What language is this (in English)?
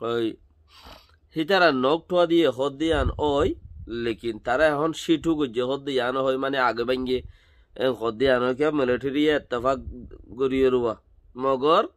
Rohingya